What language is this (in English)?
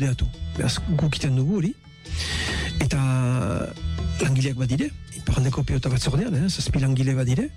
Basque